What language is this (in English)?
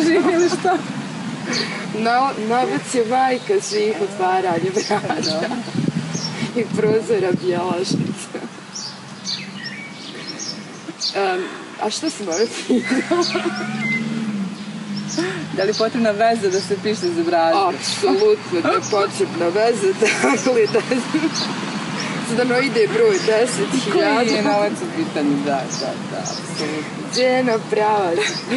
Bosnian